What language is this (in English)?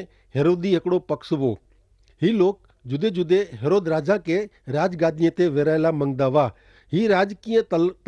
Kachhi